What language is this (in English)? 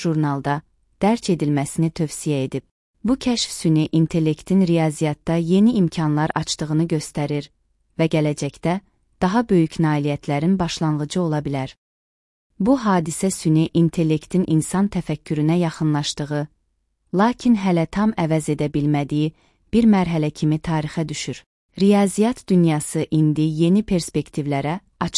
Azerbaijani